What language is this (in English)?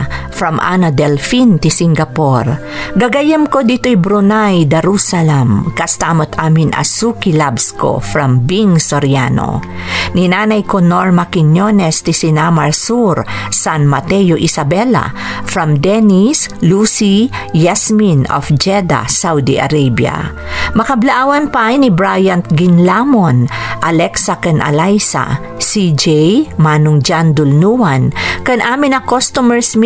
Iloko